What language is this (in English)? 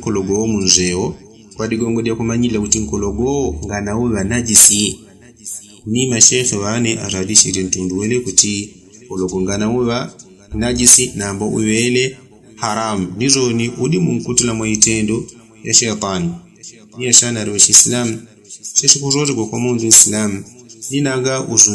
Yao